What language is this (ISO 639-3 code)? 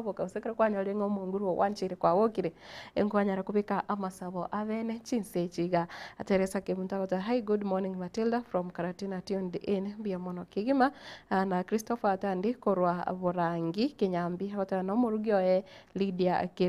guz